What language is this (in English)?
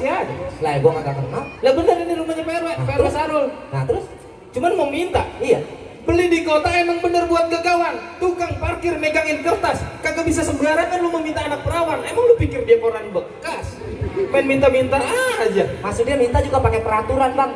Betawi